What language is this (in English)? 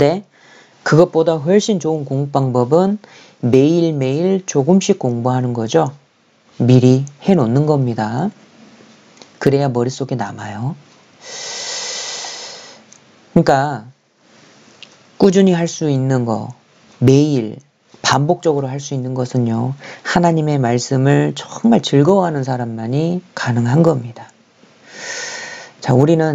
Korean